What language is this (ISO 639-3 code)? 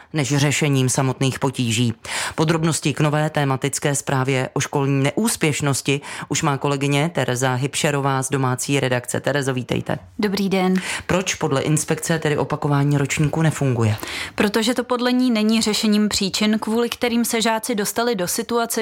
ces